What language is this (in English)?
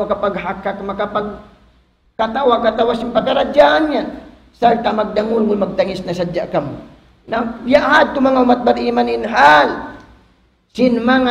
Tausug